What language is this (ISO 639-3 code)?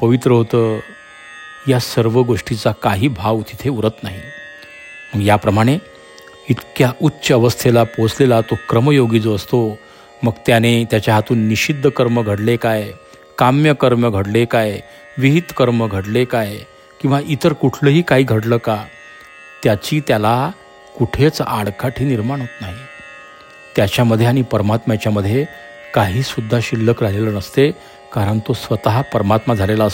mar